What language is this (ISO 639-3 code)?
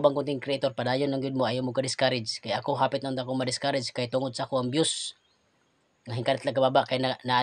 ceb